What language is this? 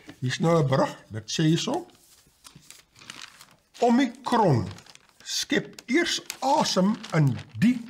Afrikaans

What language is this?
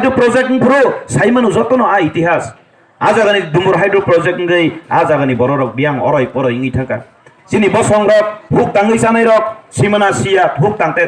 Kok Borok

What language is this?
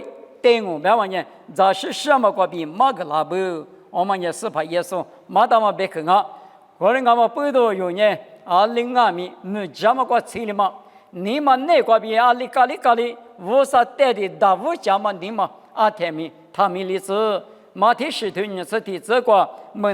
Lisu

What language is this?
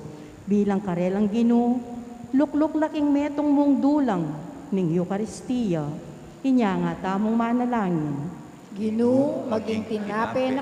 Pampanga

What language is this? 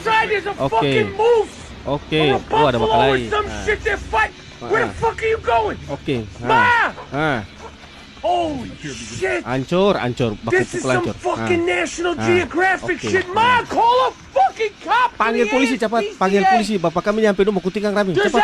Ambonese Malay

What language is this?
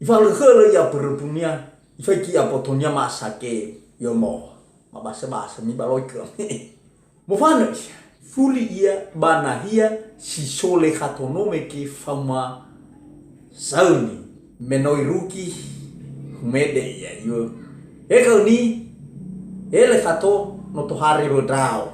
Nias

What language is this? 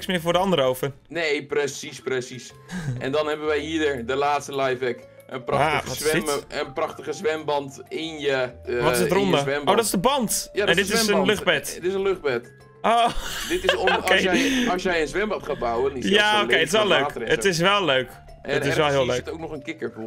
Dutch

